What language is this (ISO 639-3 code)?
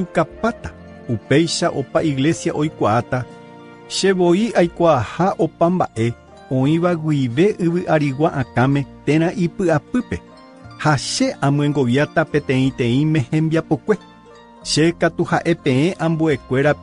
grn